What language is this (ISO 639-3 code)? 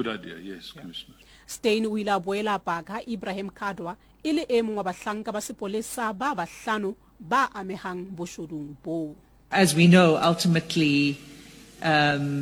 sot